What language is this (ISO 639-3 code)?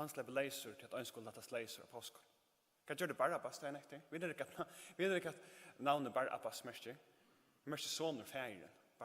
fao